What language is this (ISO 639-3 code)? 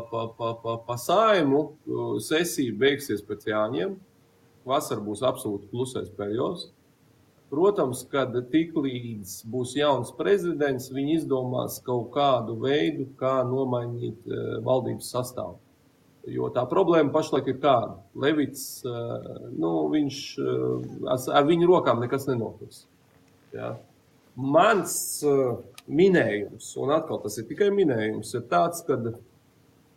lav